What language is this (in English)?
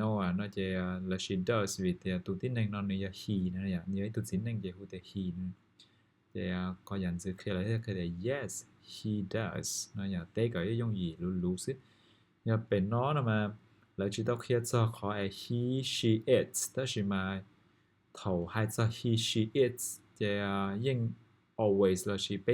Hmong